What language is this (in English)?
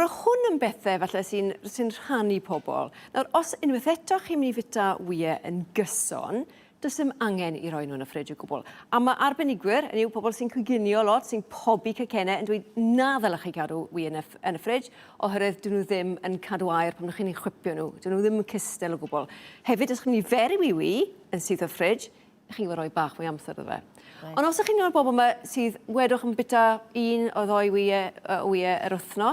Welsh